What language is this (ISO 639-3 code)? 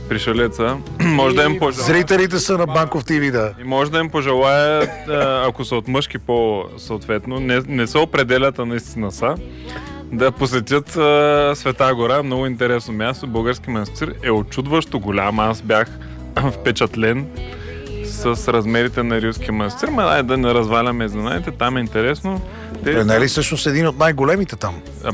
bul